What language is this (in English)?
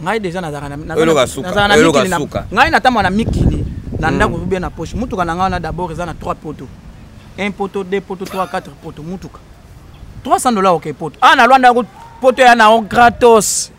Lingala